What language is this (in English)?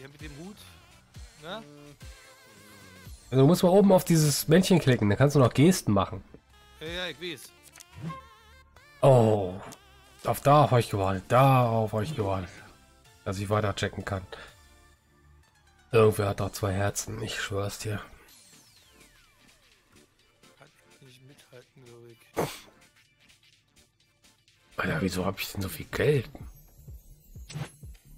German